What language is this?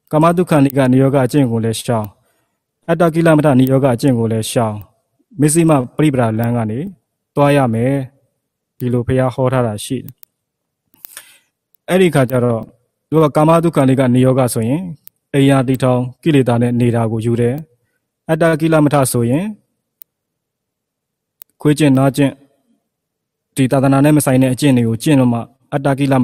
Burmese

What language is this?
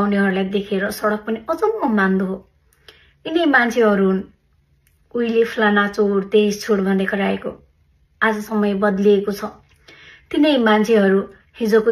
Nepali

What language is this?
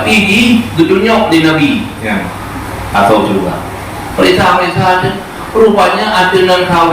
Achinese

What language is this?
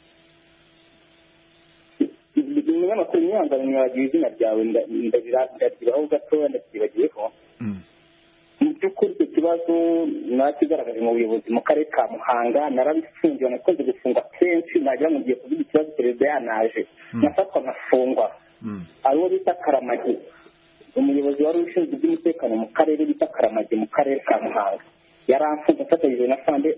Kinyarwanda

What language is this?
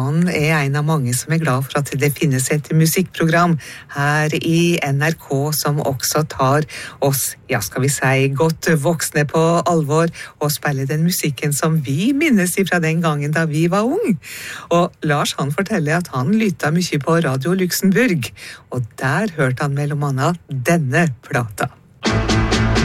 Norwegian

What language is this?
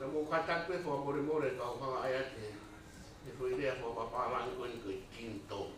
Tongan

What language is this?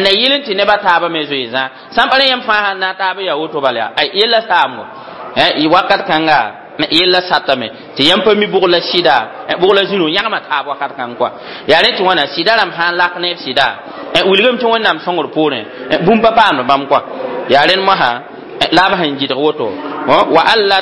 Mossi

